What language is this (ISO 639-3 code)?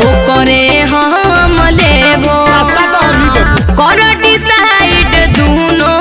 mag